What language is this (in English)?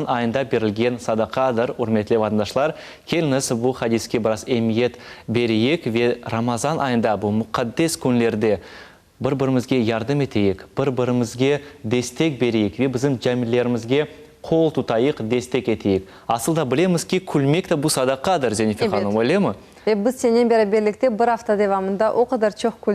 Crimean Tatar